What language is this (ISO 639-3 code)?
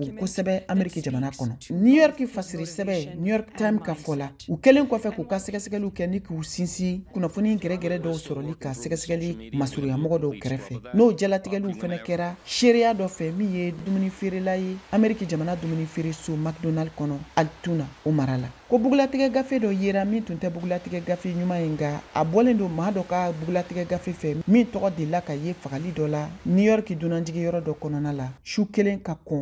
bam